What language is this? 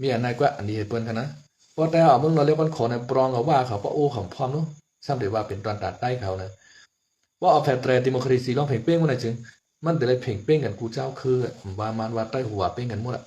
Shan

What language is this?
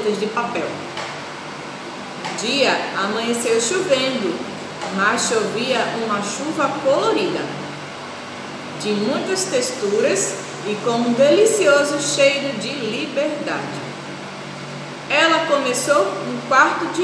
Portuguese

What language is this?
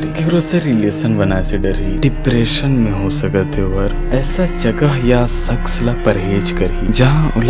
Chhattisgarhi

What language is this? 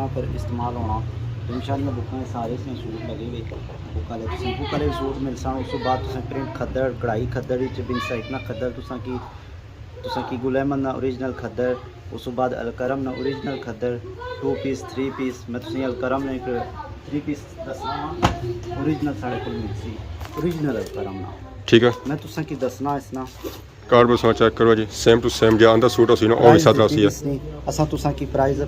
Pahari-Potwari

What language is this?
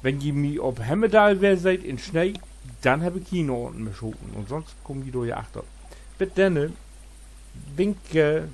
Low German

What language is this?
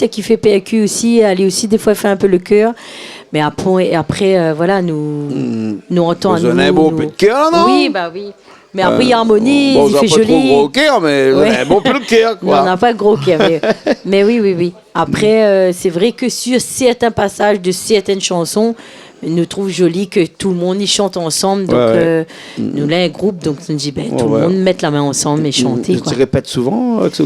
Réunion Creole French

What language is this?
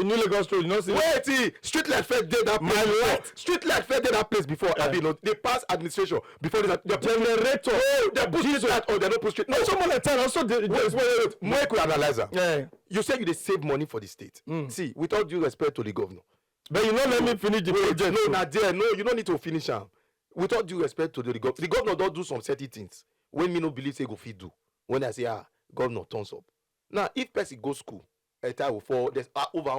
Nigerian Pidgin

